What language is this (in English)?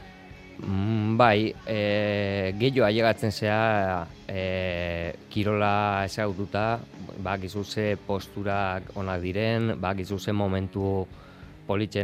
Basque